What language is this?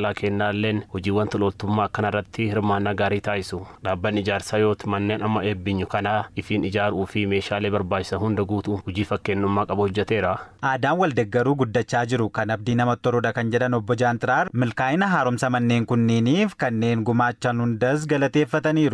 Oromo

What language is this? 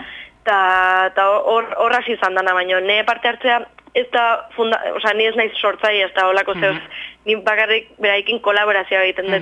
Basque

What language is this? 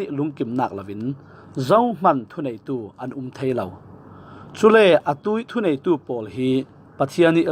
Falam Chin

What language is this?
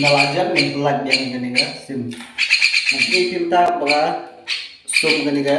Khasi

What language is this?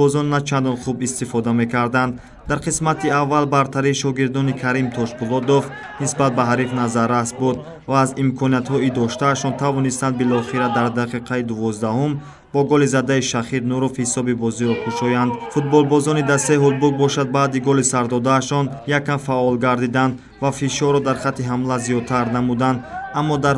Tajik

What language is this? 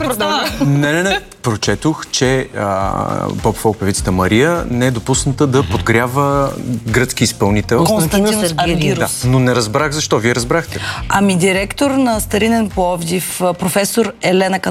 Bulgarian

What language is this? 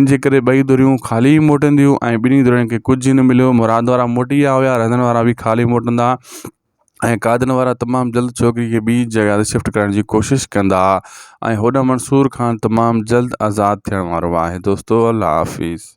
Sindhi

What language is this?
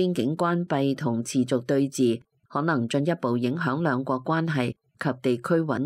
Cantonese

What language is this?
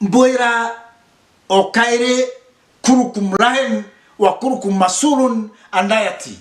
Meru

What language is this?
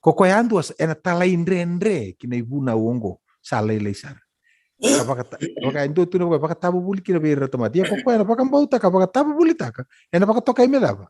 Fijian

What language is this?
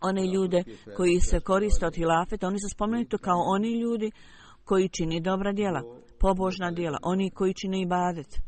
Bosnian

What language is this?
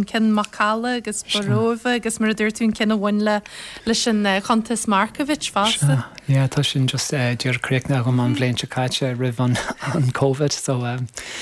Irish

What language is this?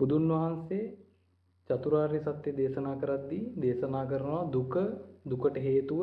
Sinhala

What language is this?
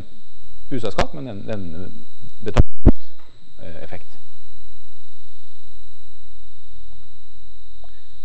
Norwegian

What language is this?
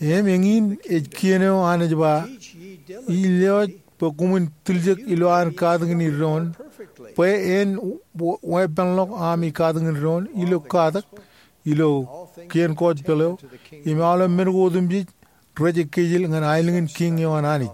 Marshallese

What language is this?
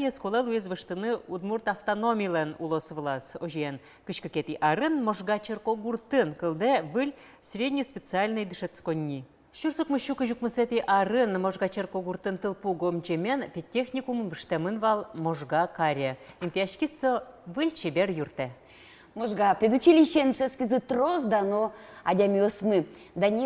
Udmurt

